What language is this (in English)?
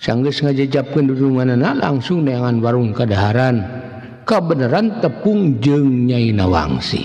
Sundanese